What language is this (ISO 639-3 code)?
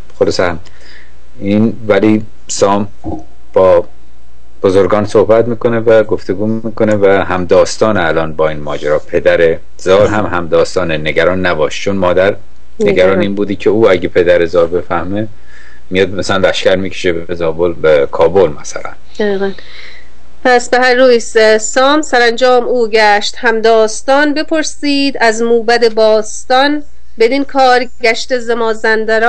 fas